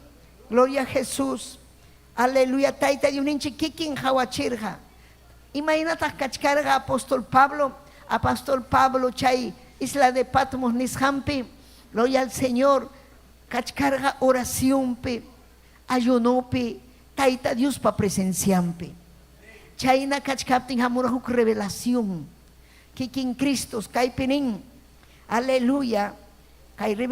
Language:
Ayacucho Quechua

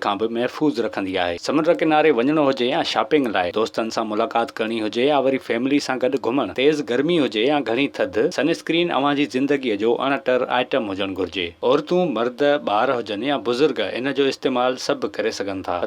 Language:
Sindhi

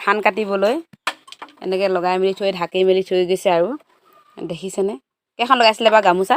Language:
Assamese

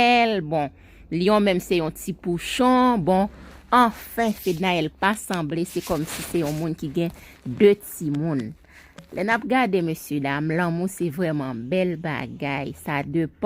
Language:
Haitian Creole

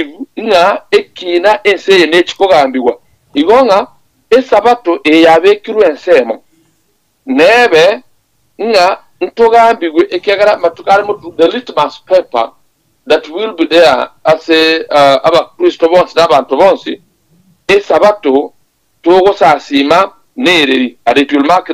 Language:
Gusii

